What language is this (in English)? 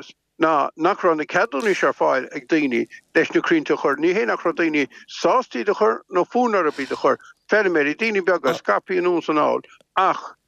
Irish